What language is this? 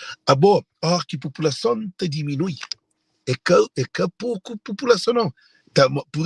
Kabuverdianu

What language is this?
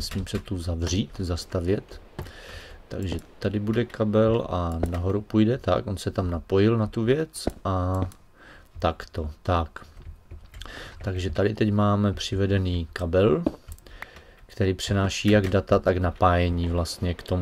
Czech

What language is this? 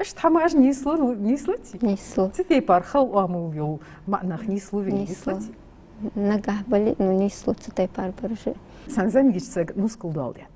Ingush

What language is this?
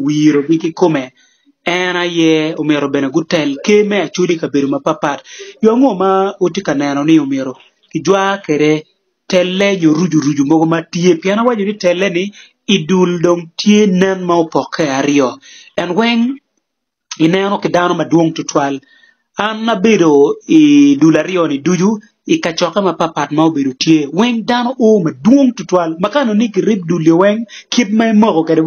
Acoli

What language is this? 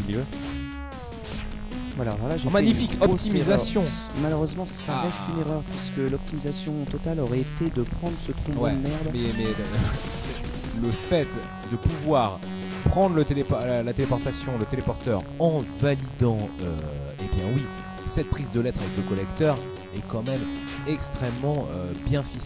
French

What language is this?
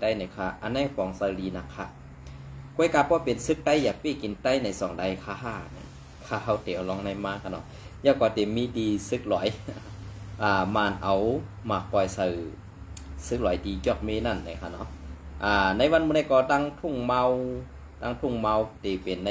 Shan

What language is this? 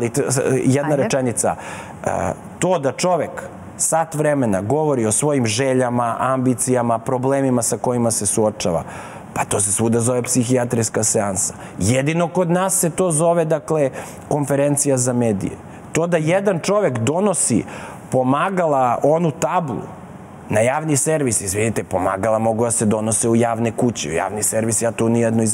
Serbian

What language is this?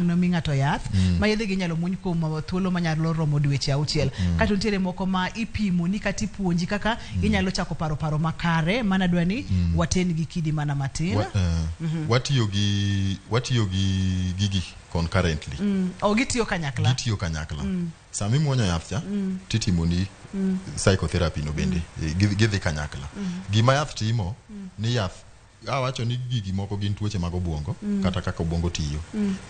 Luo (Kenya and Tanzania)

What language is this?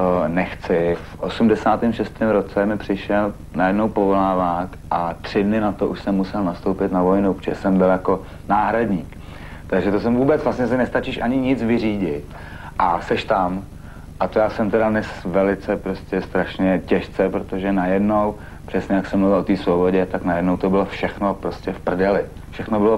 Czech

